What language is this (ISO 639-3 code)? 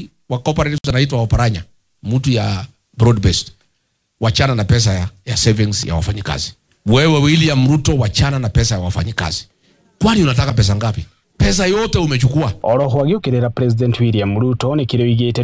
kik